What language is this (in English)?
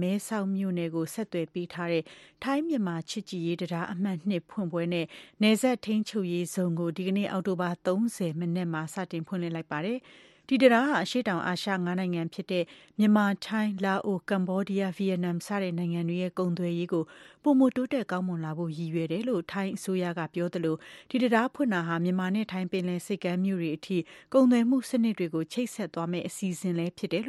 Burmese